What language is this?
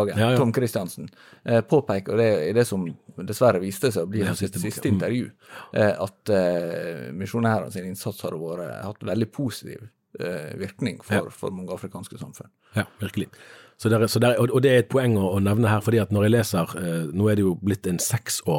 Norwegian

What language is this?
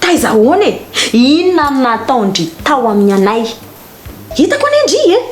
Malagasy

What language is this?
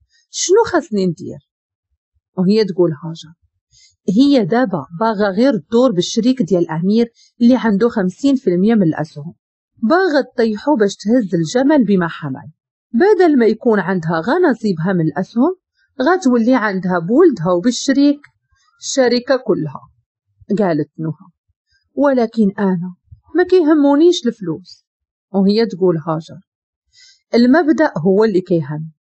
Moroccan Arabic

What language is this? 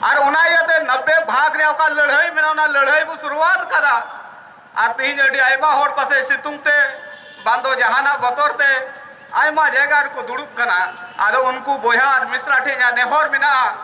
Santali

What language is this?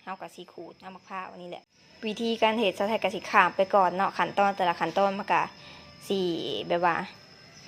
Lao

